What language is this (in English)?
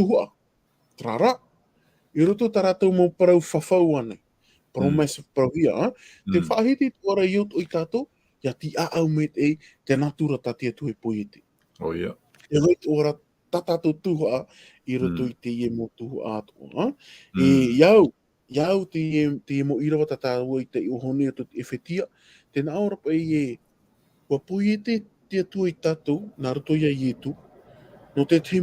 Tahitian